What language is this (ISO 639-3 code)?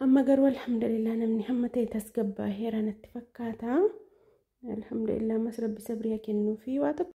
orm